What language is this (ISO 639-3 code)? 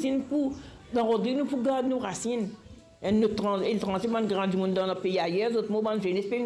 mfe